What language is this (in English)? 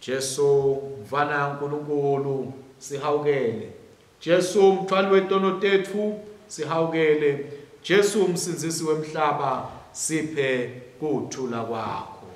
Swati